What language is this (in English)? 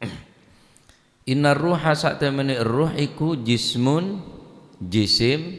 Madurese